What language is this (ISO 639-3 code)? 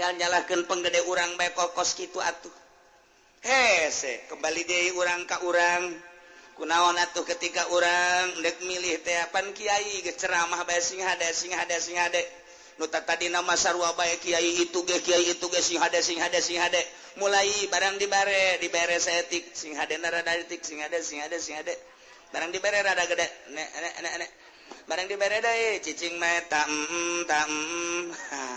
sun